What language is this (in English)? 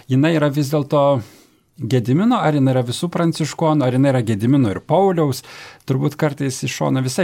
Lithuanian